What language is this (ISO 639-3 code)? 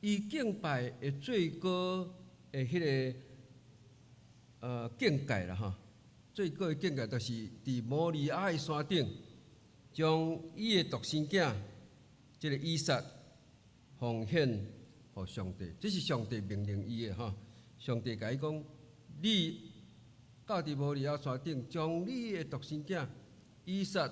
nan